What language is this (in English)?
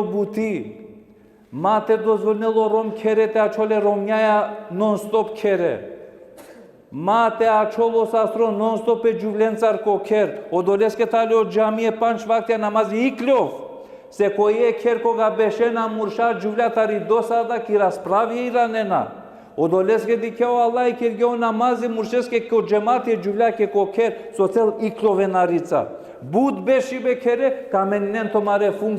Balkan Romani